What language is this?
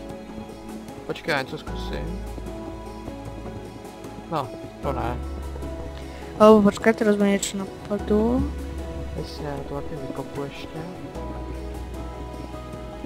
Czech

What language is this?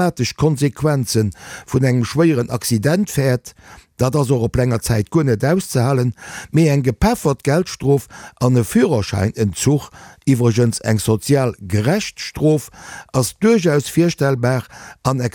Luxembourgish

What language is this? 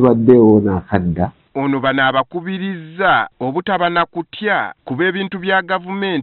Ganda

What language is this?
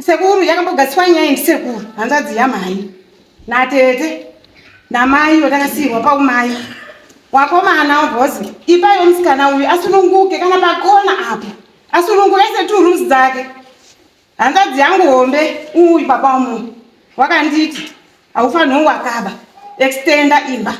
Shona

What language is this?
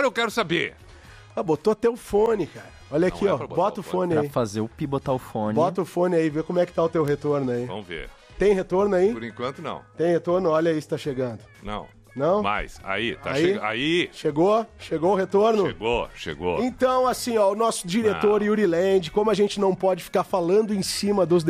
Portuguese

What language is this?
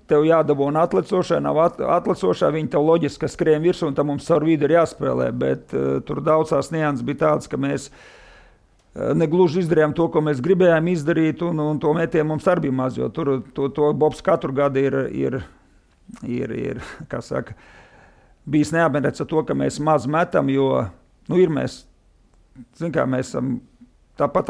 Latvian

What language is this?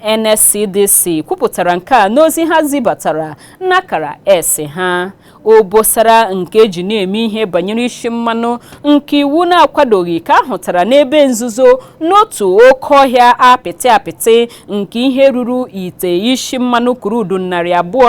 Igbo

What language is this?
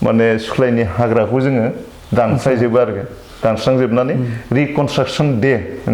Bodo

